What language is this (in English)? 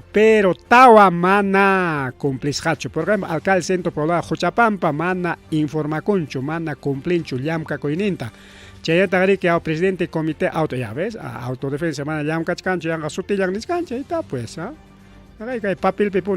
Ayacucho Quechua